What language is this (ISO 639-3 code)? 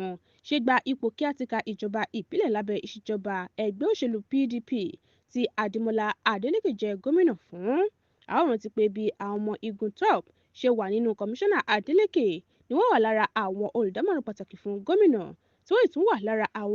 yor